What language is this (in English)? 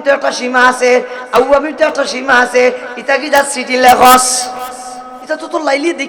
Sylheti